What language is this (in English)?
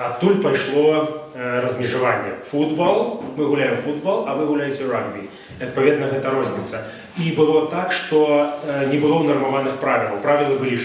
Belarusian